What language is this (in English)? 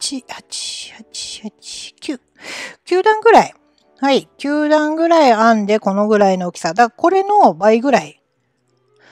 Japanese